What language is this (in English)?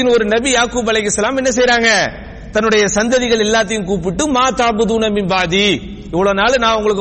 Tamil